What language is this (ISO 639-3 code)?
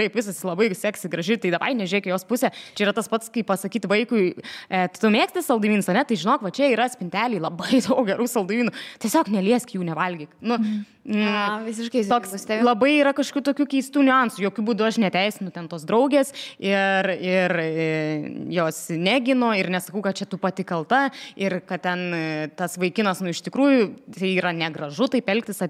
lit